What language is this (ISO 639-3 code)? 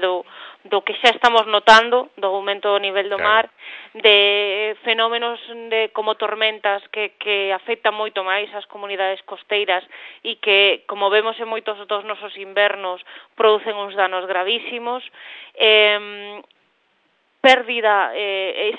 glg